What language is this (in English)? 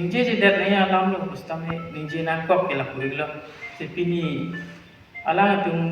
Karbi